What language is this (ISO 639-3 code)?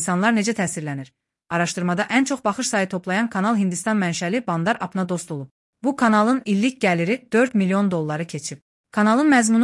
aze